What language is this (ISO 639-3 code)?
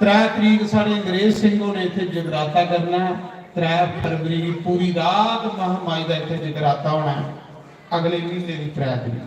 doi